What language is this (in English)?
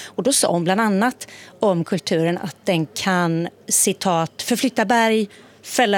Swedish